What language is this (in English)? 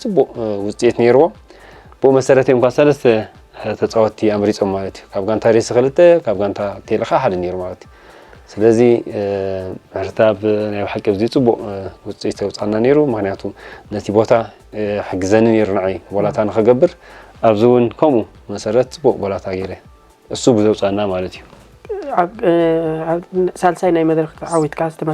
Tigrinya